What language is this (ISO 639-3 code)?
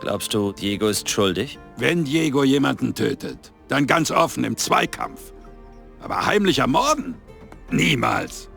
bar